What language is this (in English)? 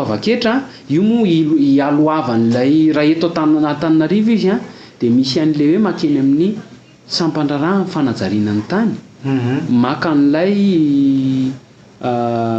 Malagasy